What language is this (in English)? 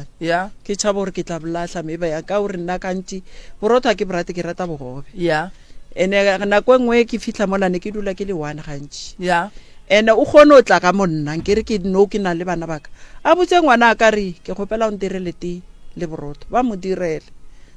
Northern Sotho